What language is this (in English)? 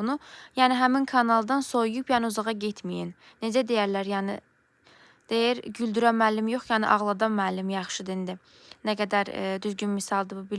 Azerbaijani